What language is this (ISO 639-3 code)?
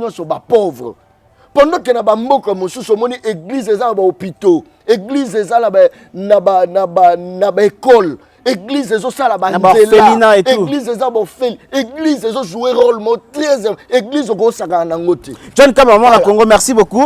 lin